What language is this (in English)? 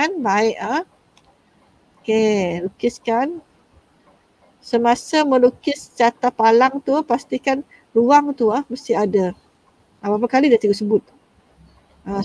Malay